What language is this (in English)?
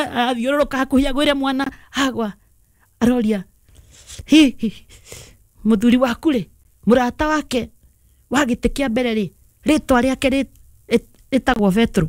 Kikuyu